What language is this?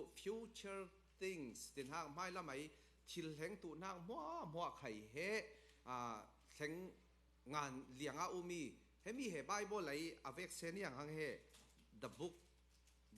Falam Chin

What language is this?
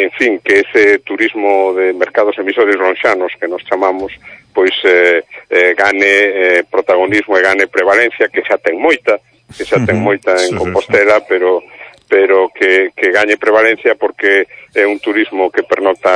Galician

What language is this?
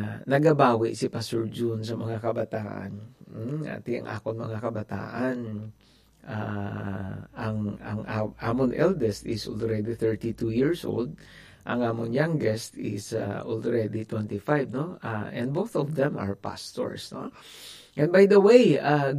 Hiligaynon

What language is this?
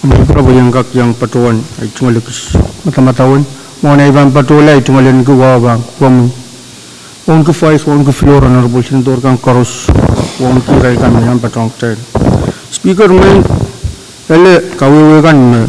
Pohnpeian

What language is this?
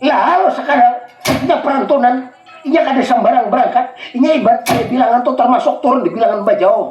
Banjar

